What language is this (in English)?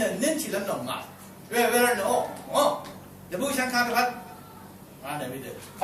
Rawang